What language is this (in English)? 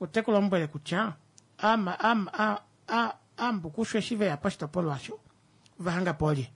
Kuanyama